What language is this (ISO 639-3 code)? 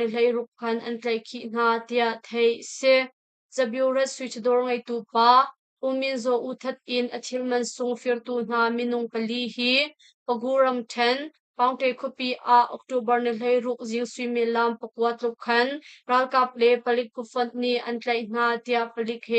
cnh